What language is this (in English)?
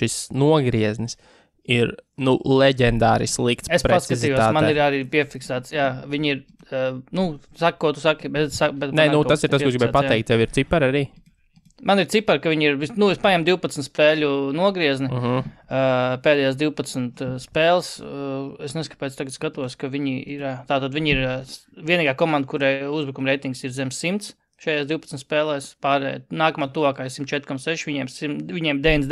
Latvian